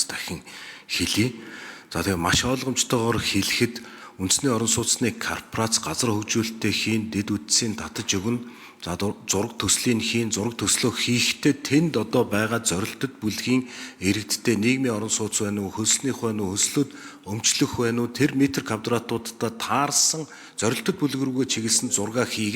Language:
Mongolian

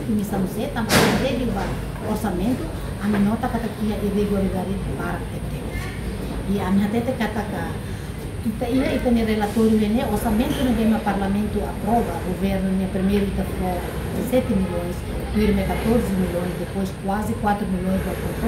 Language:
Tetum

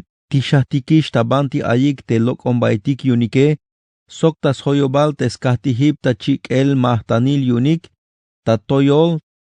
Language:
Tzeltal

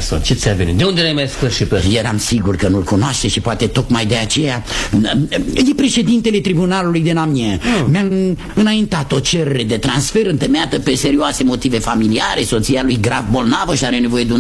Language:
Romanian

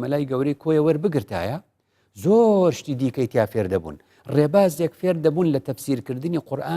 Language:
Central Kurdish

